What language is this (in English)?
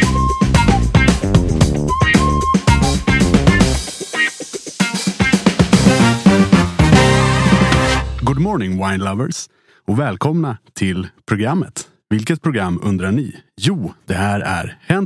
Swedish